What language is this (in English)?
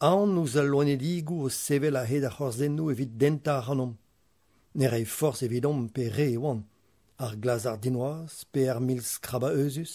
Breton